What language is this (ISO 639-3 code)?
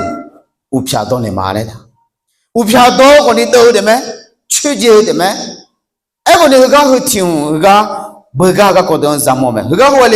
ahk